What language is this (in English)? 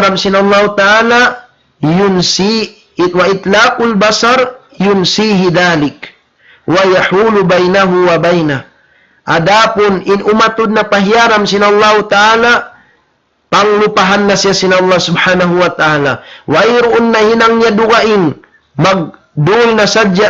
Tausug